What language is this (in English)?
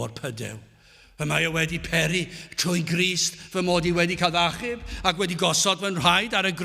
Welsh